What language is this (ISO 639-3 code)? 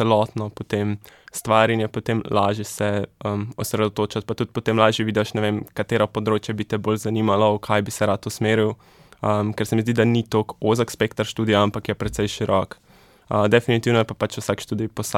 slv